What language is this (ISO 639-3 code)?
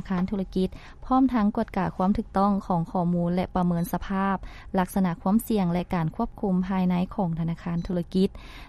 lao